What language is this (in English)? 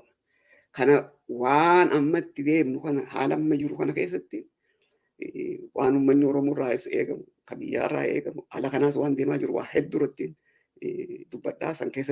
Oromo